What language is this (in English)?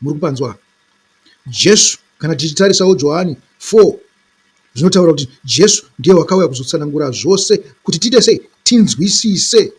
Shona